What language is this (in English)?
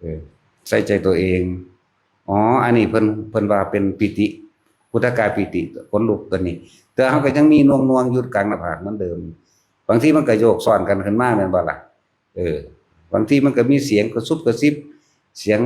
Northeastern Thai